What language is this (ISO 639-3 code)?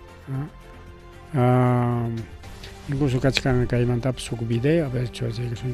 quy